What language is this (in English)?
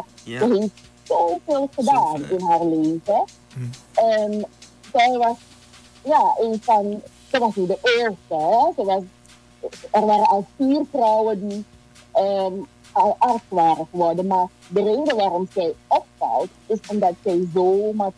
Dutch